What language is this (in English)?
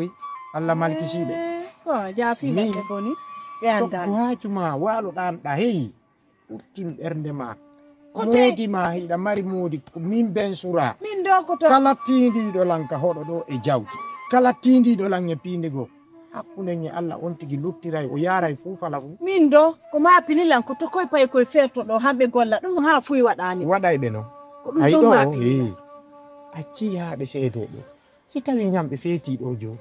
Fula